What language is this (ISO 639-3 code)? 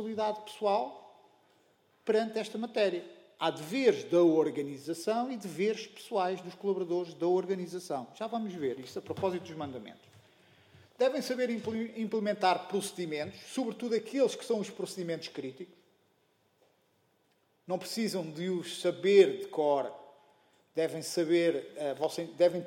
por